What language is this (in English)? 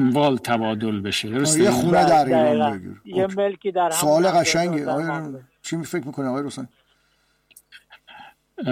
Persian